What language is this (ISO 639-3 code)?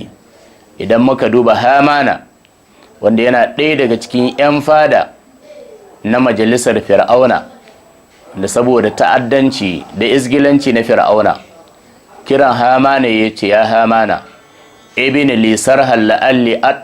hau